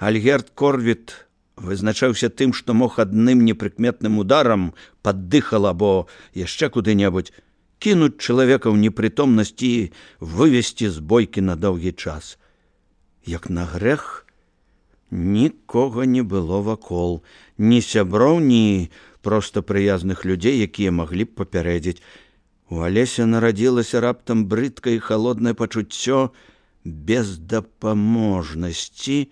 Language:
Belarusian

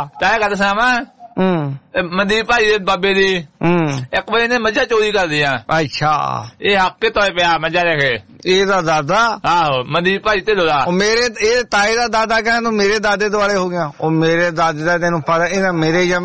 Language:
Punjabi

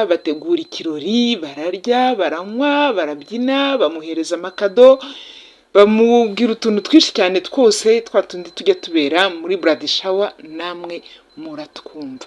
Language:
Kinyarwanda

